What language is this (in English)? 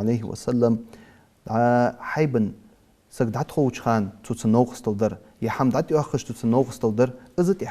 Ingush